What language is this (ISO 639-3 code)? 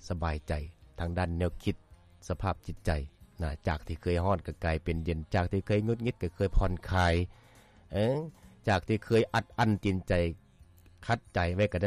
lao